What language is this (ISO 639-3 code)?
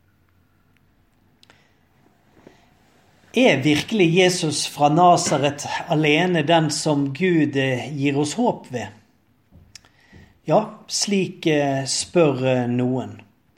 nor